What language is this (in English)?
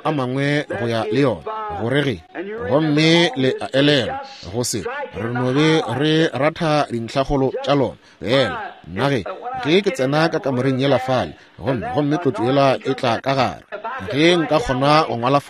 Northern Sotho